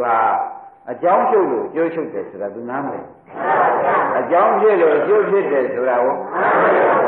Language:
Burmese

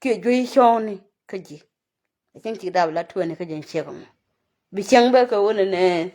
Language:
Nuer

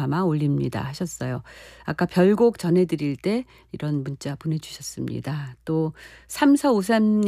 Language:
Korean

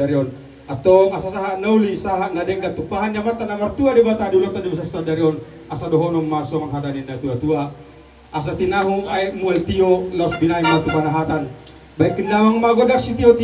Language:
Batak Toba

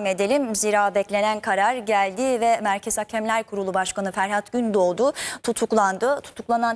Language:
Turkish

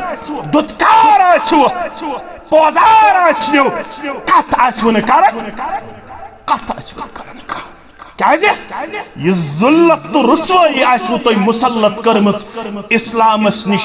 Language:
Kashmiri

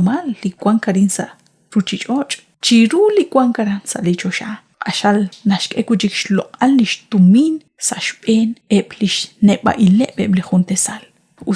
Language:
Kekchí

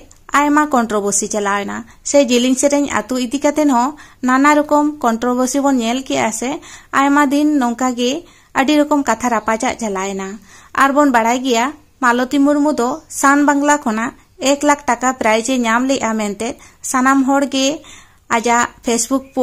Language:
Santali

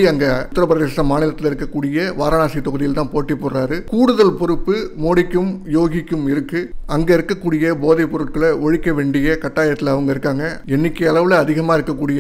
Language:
Tamil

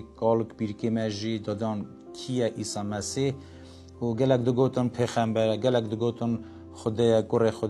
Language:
Kurdish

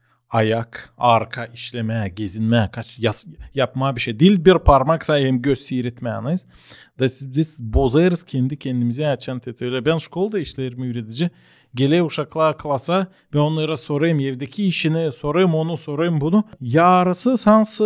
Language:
Gagauz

